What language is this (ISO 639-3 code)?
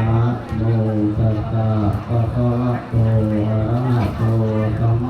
pli